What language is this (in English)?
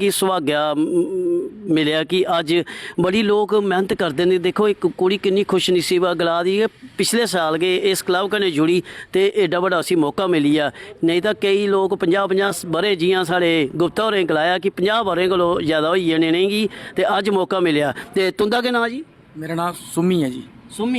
Dogri